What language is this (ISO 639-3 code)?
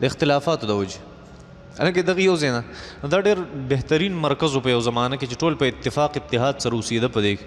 pus